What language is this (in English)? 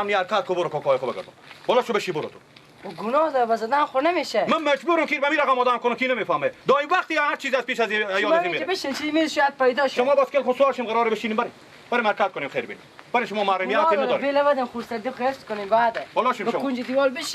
Persian